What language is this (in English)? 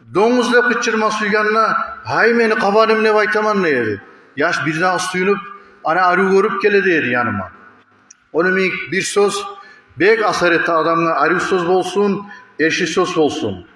Kumyk